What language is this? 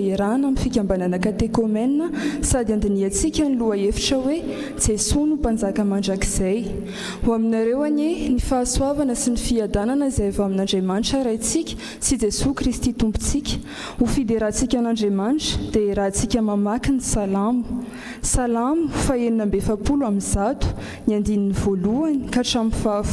Malagasy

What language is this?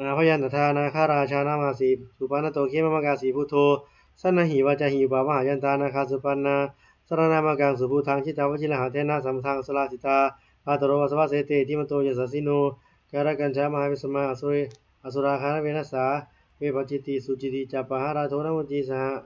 Pali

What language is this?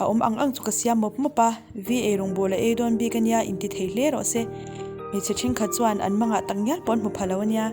Mizo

